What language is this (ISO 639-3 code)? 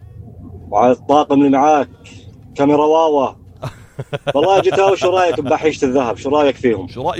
apc